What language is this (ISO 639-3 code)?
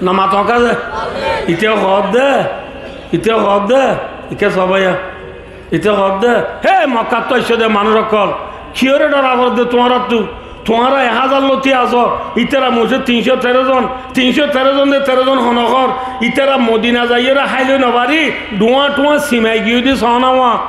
rhg